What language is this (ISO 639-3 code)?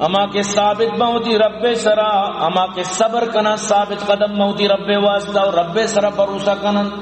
bgp